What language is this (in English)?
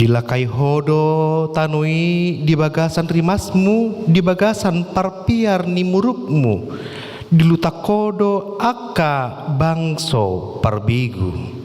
Batak Toba